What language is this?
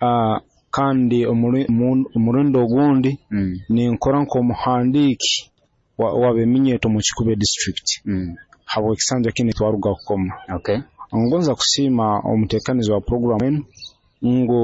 Nyoro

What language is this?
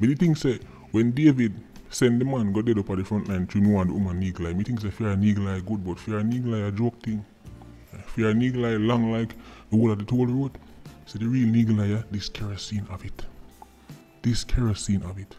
Jamaican Creole English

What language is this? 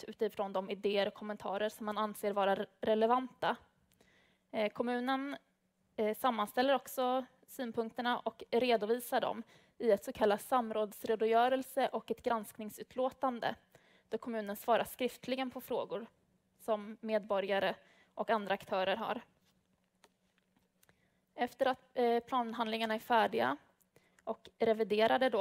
Swedish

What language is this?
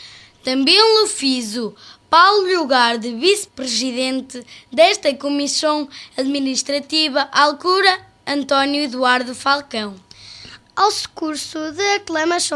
Mirandese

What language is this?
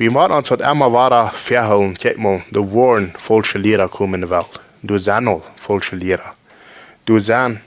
Plautdietsch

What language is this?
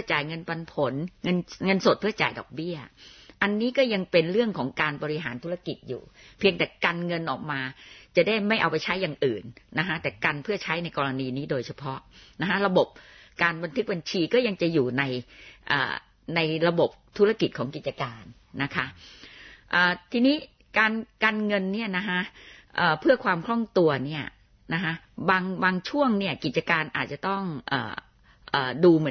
Thai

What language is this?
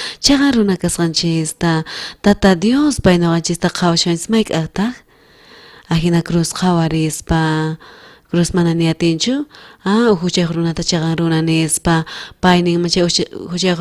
South Bolivian Quechua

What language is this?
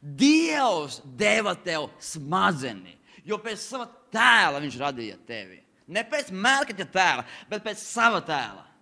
Latvian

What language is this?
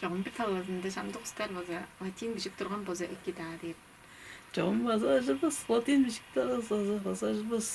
Tuvinian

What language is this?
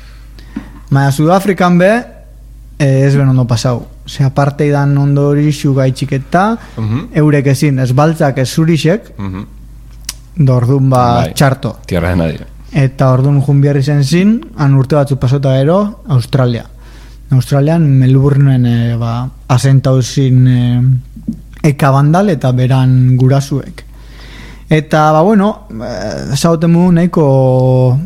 Basque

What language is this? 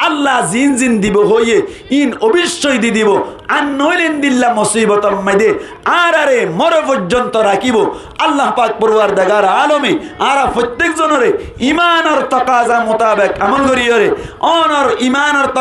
Rohingya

